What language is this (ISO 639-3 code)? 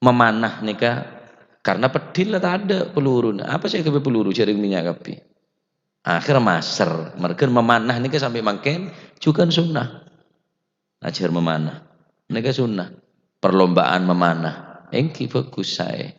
mad